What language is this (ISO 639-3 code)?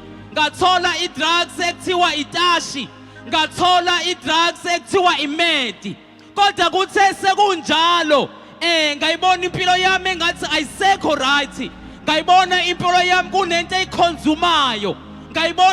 zul